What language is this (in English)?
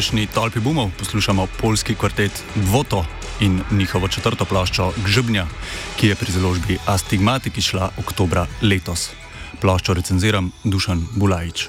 Slovenian